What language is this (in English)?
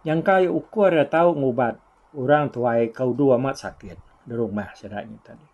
Iban